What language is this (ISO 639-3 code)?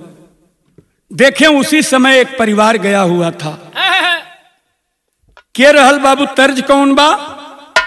bho